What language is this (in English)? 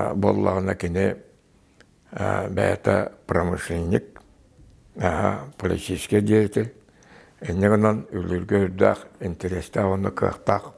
Yakut